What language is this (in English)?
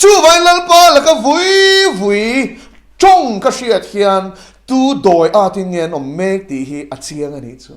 Mizo